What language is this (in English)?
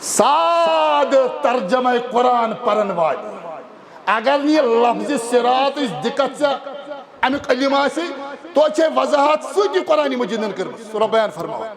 Kashmiri